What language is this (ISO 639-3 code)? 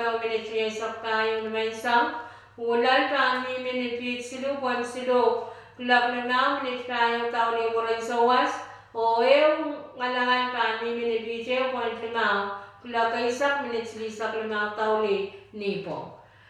pon